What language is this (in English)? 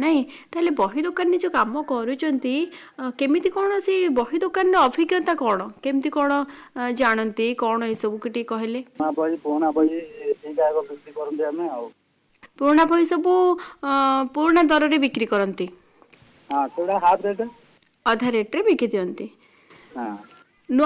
Odia